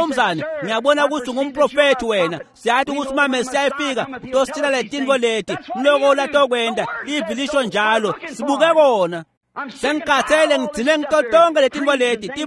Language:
Swati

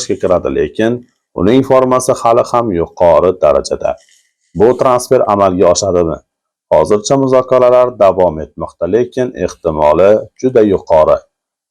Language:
Uzbek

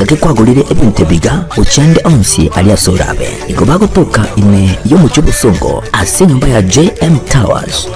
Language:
Gusii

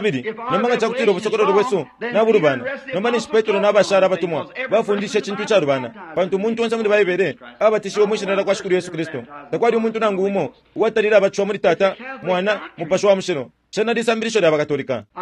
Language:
Bemba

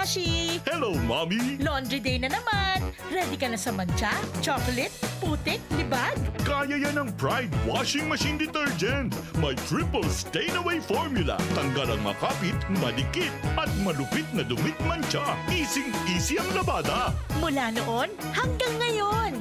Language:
Bikol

